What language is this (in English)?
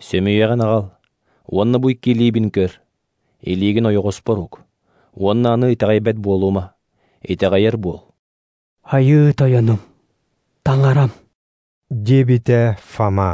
Yakut